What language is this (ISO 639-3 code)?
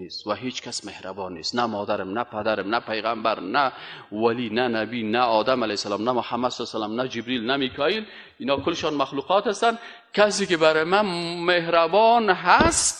fas